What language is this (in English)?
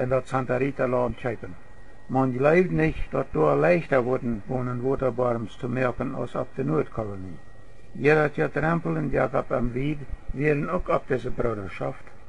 Plautdietsch